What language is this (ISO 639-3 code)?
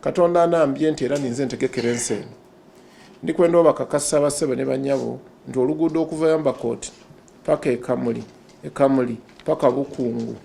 xog